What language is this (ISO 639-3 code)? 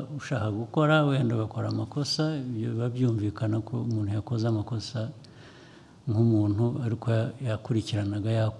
kin